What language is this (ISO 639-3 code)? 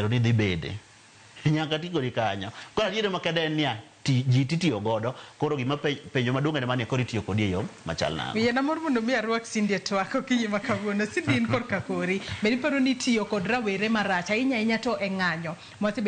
luo